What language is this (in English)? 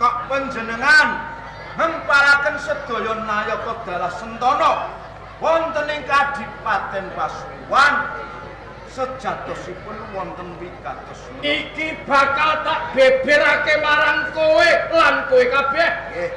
Javanese